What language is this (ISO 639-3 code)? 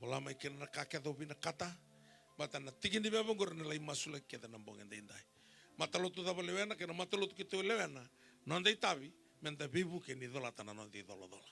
fij